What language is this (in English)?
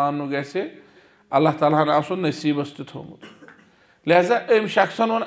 Kashmiri